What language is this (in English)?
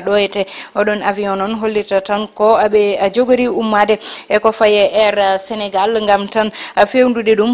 Fula